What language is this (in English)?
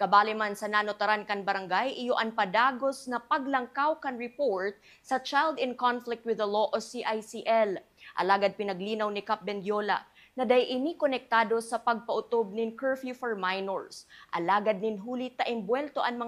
Bikol